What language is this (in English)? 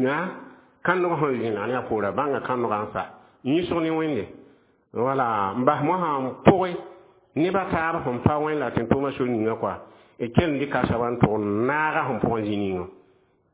Mossi